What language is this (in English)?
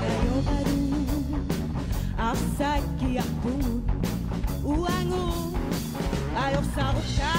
Kalaallisut